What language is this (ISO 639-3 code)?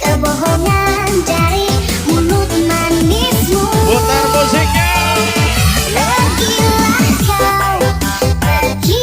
abs